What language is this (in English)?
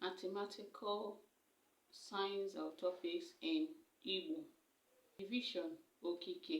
Igbo